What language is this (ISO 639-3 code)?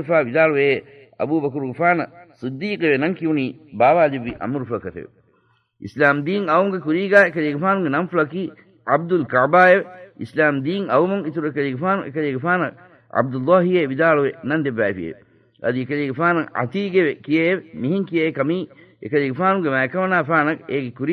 div